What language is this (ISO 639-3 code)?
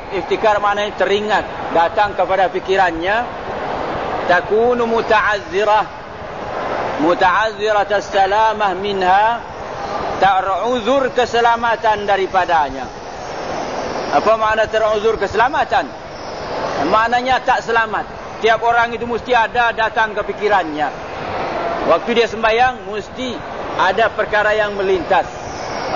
msa